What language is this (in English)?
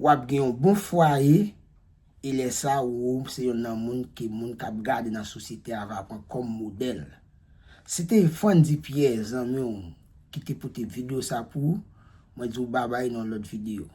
Haitian Creole